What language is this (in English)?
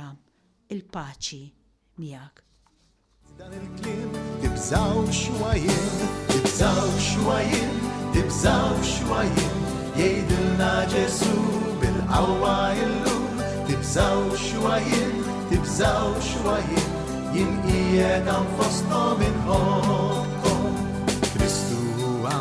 Maltese